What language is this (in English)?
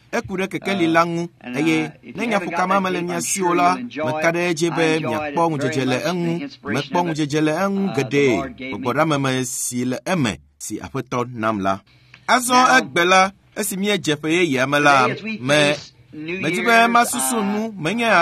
Ewe